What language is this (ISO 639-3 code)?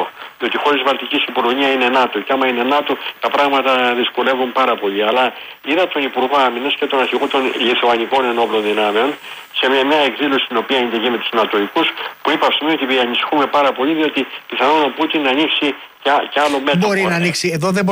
ell